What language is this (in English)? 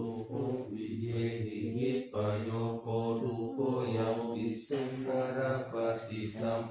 Pali